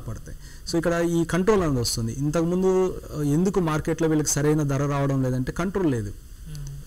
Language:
Telugu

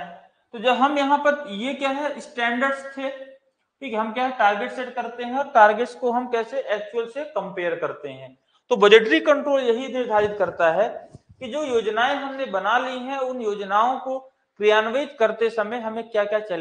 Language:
Hindi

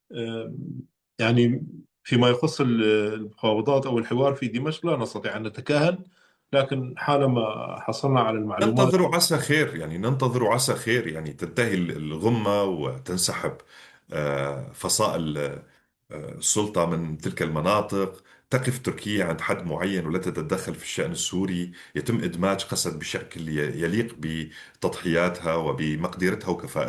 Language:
North Levantine Arabic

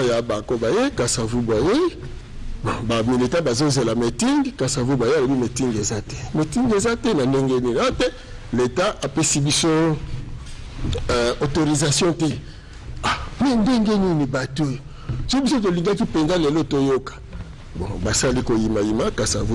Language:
Lingala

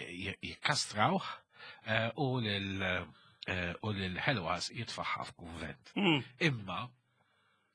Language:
Maltese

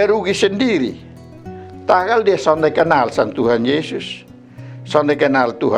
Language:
Kupang Malay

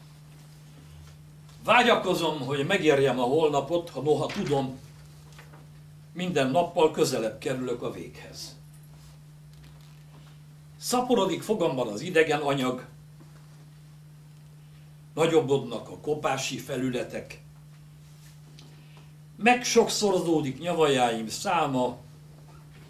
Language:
Hungarian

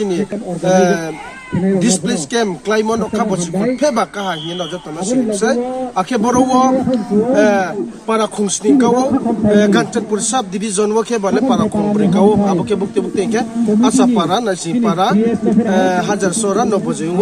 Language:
Riang (India)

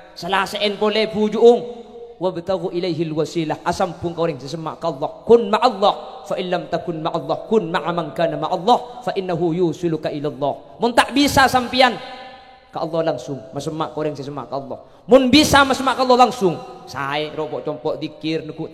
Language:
Madurese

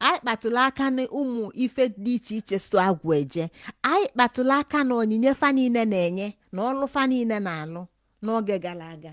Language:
Igbo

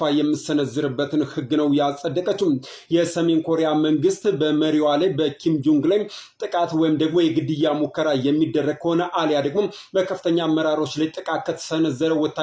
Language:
Amharic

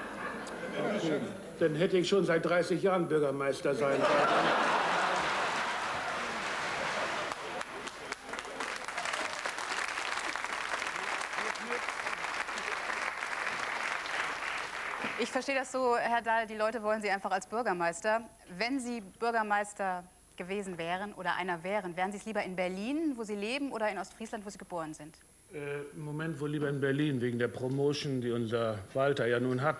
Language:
German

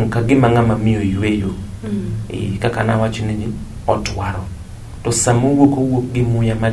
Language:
Luo (Kenya and Tanzania)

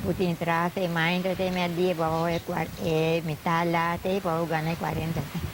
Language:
Papiamento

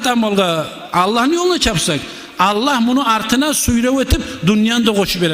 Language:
Kumyk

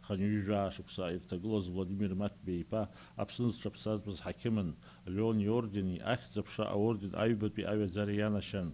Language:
Abkhazian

